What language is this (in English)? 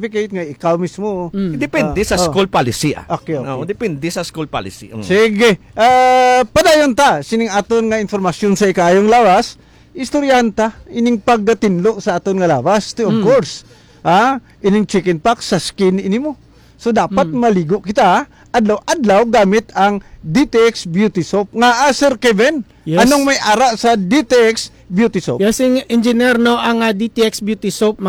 Hiligaynon